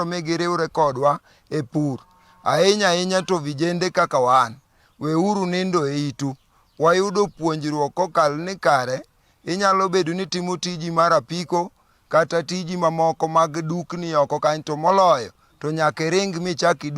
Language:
Luo (Kenya and Tanzania)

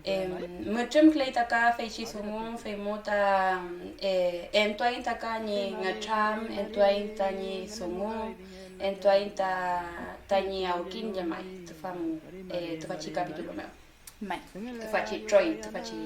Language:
Mapuche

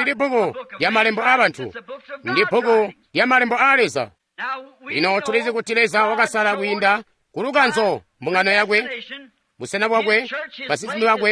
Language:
Tonga (Zambia)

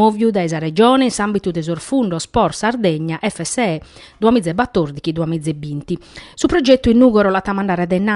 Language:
Sardinian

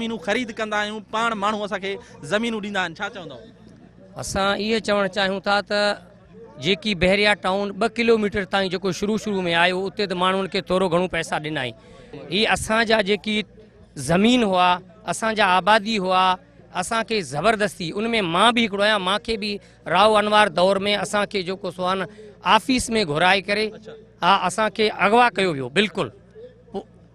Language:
Sindhi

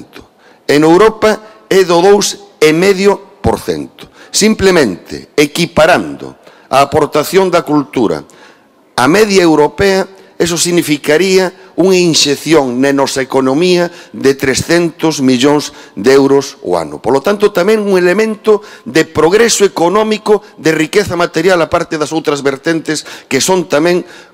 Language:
Galician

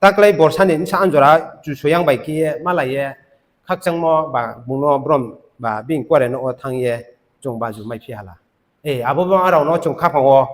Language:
Riang (India)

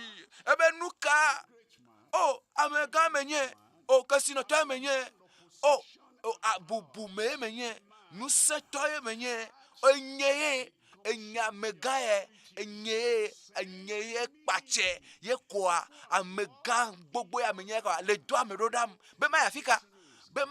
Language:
Ewe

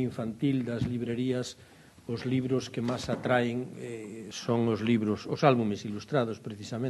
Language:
Galician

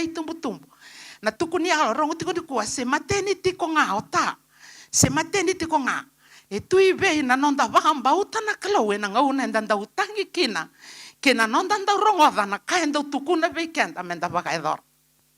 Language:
Fijian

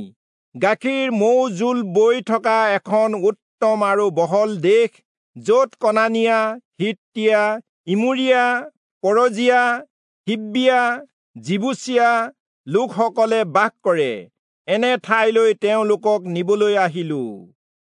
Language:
Assamese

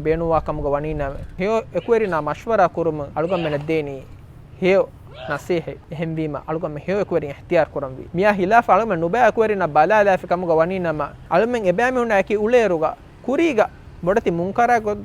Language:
Divehi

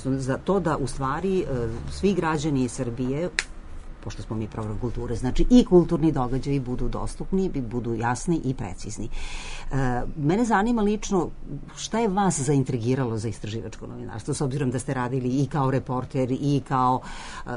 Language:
Serbian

